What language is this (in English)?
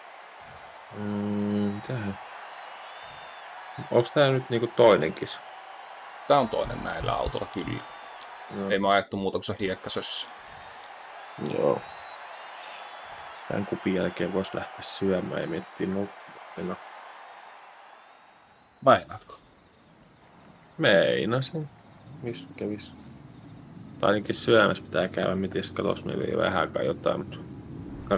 Finnish